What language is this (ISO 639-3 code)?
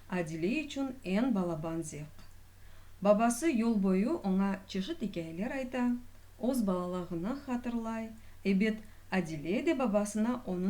crh